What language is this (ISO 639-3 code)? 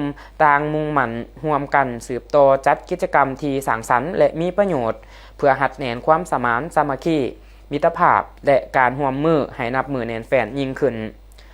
lao